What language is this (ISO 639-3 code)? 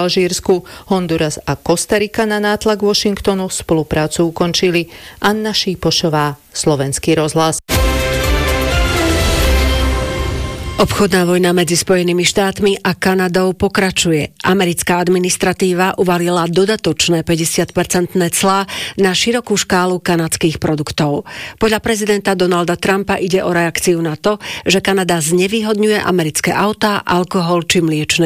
slk